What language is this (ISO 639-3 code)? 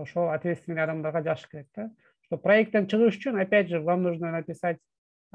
kir